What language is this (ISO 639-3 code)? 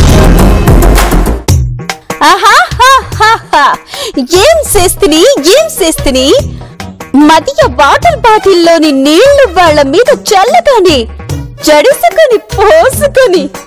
tel